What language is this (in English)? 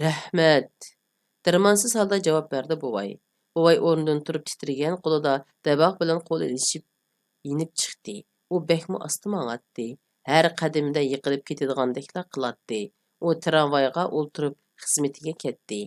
Uyghur